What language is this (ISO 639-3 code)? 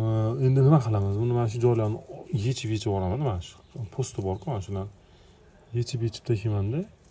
uzb